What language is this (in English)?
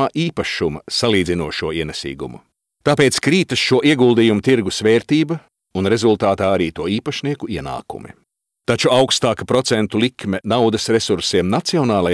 Latvian